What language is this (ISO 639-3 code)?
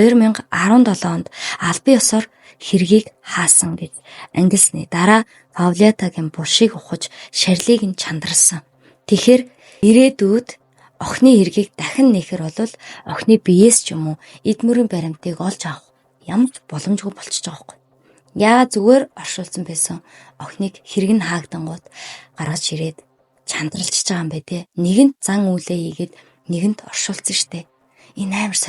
mon